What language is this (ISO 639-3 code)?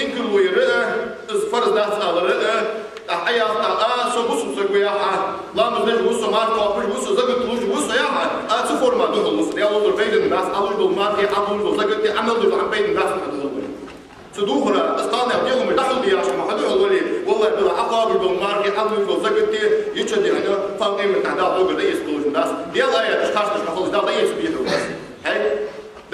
inh